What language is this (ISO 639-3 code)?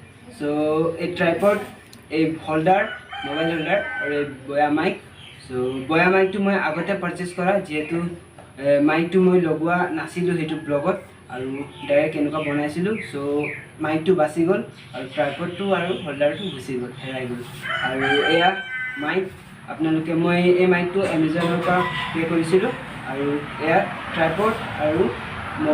asm